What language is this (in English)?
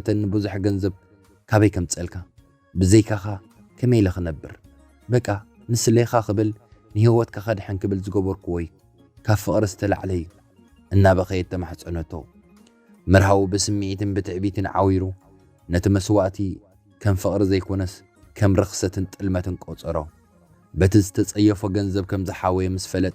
Tigrinya